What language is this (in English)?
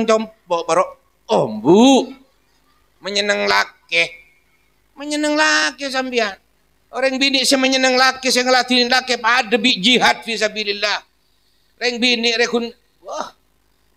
Madurese